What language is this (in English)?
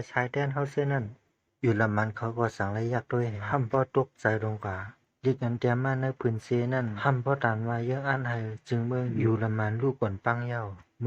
Shan